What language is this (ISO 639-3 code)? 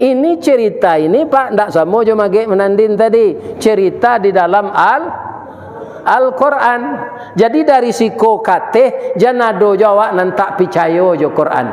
min